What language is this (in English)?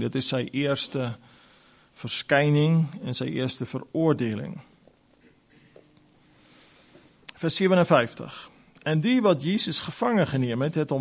Afrikaans